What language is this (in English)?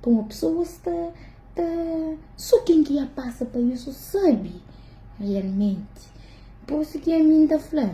Kabuverdianu